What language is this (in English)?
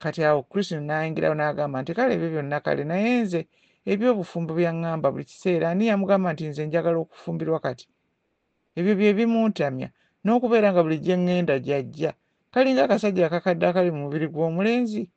Ganda